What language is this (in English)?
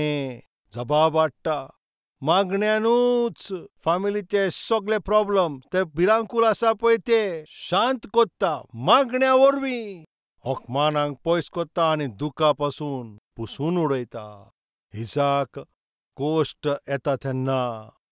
Konkani